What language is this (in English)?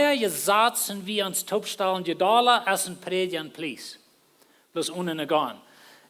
Plautdietsch